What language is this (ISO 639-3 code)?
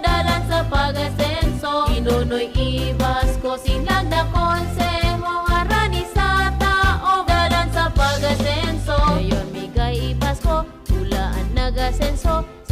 bik